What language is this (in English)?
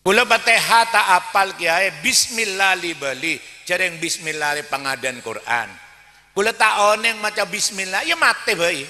Madurese